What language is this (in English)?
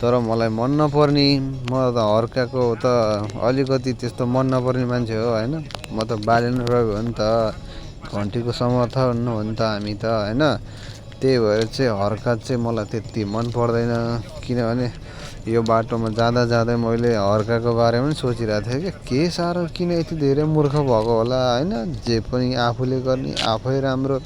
Nepali